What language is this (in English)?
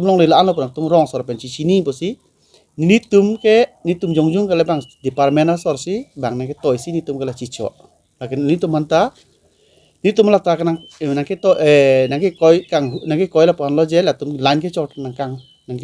Karbi